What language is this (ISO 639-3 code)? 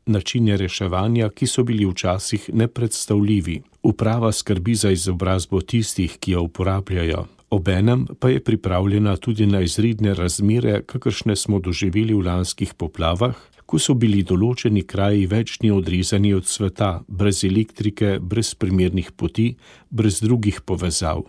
slv